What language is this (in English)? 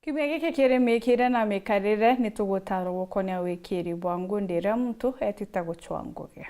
Meru